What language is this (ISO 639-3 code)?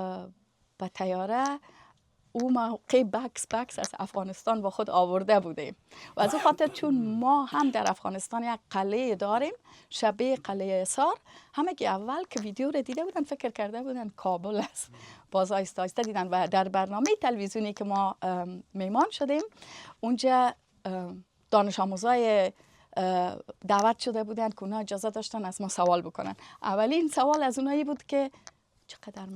fas